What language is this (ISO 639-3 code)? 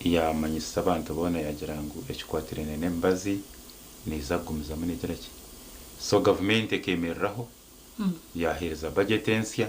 nyn